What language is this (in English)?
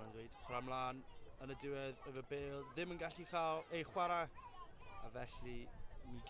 Welsh